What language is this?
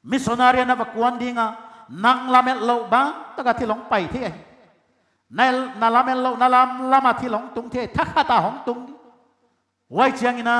Paite Chin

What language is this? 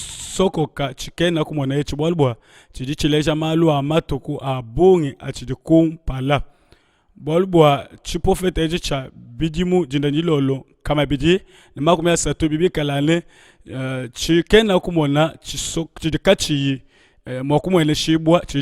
Luba-Lulua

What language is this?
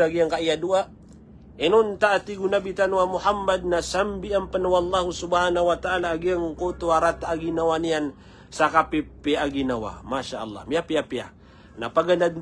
Maranao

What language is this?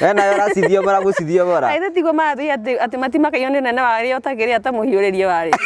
Kikuyu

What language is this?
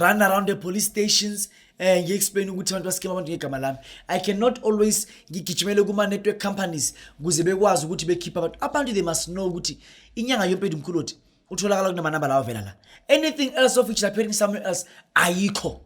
Zulu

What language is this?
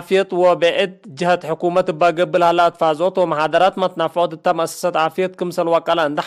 Tigre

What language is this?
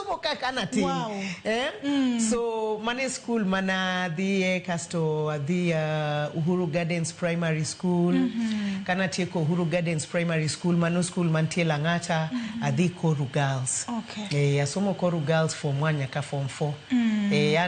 Luo (Kenya and Tanzania)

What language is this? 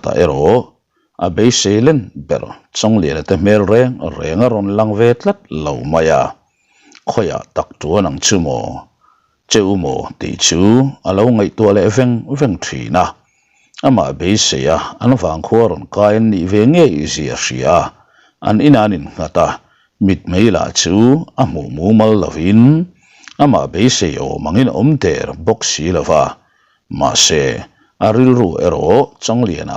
Mizo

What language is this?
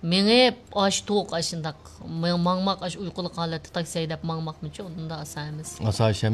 Uyghur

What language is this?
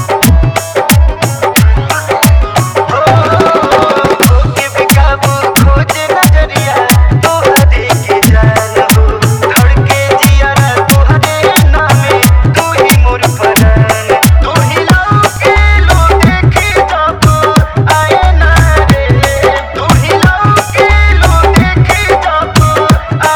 Bhojpuri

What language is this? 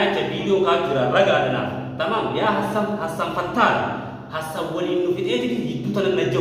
Oromo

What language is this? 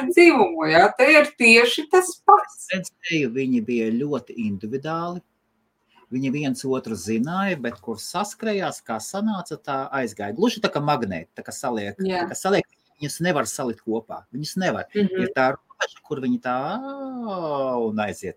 Latvian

